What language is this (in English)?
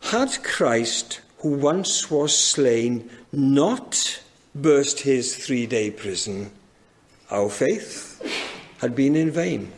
Welsh